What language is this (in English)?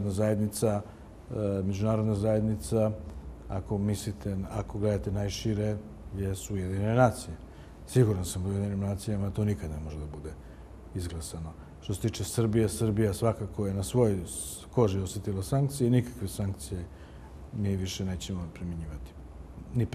Bosnian